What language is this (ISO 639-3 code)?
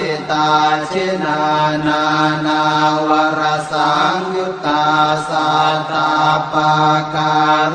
pli